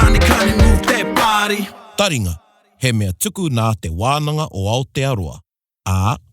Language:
Māori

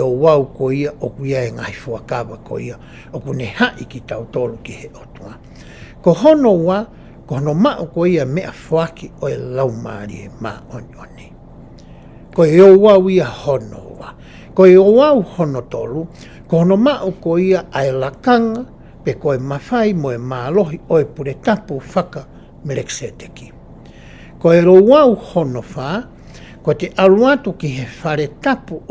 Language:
Tongan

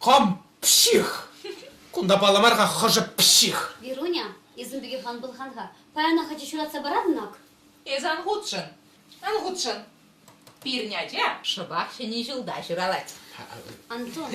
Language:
Chuvash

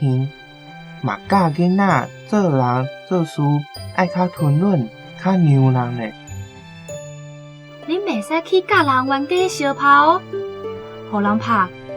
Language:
Min Nan Chinese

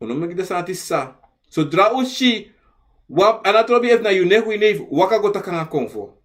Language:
Sranan Tongo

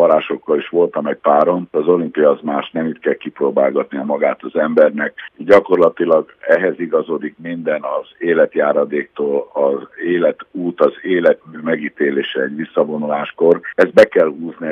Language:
Hungarian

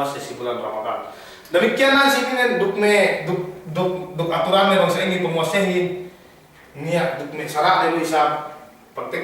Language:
Yakan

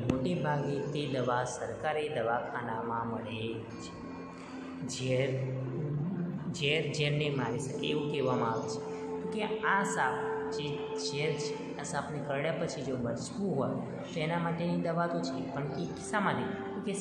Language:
Gujarati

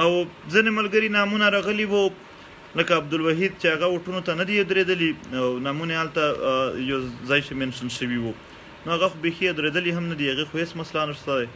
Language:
Pashto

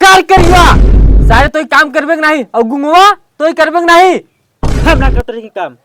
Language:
Awadhi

